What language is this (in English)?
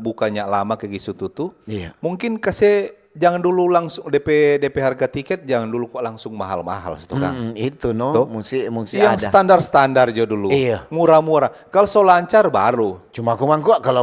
Manado Malay